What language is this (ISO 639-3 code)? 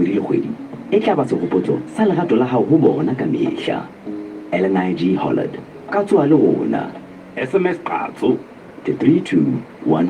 sot